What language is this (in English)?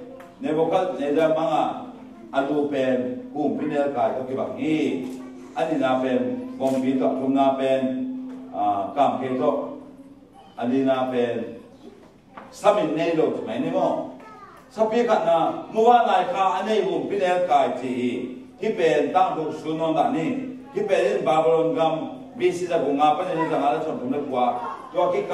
Tedim Chin